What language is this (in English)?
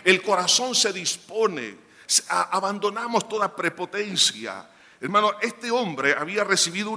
Spanish